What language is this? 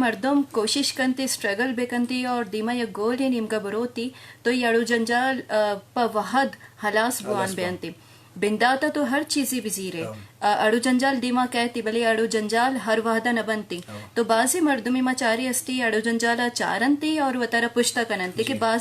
Eastern Balochi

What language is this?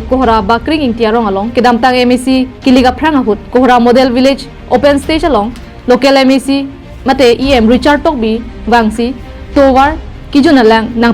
Karbi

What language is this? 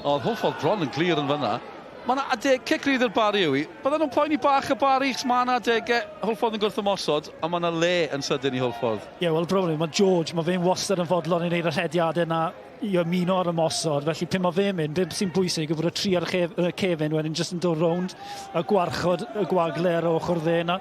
Welsh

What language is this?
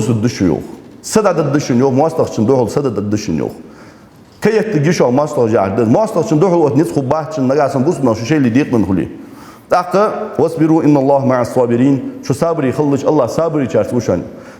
Ingush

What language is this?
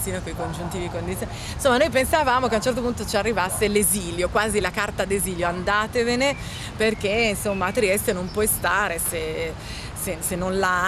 Italian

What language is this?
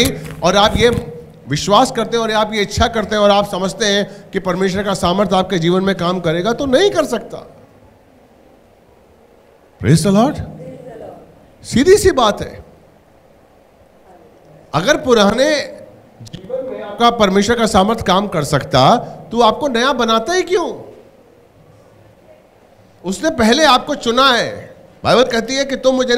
Hindi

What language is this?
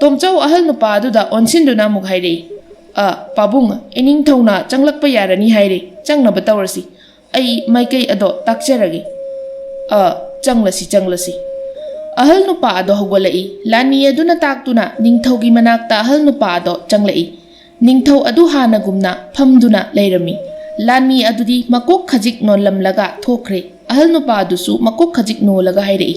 Manipuri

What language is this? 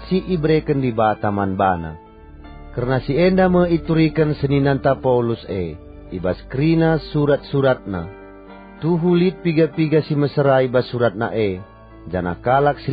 Batak Karo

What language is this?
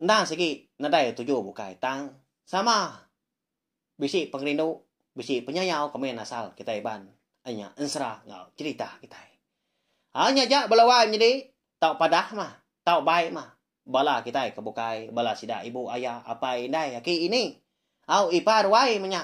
Iban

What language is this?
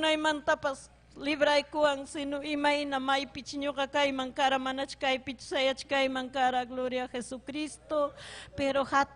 Ayacucho Quechua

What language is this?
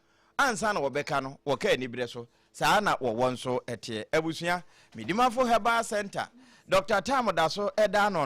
Akan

